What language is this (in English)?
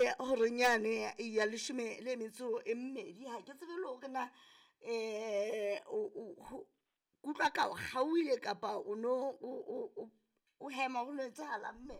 Southern Sotho